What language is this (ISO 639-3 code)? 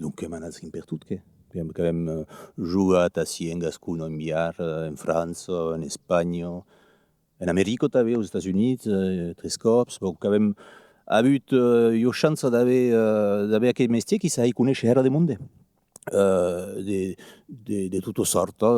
oci